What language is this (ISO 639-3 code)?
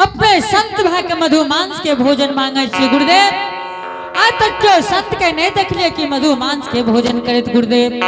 anp